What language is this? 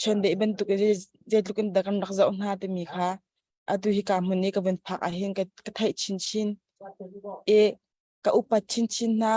Hakha Chin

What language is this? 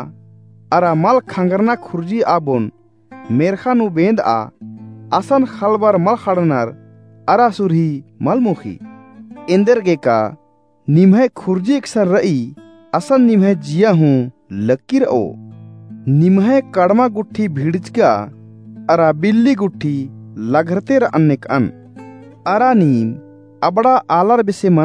Kurukh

